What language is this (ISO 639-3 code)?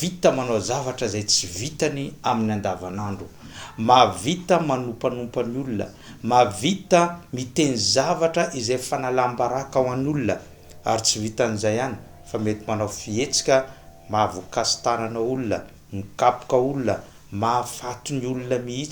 mlg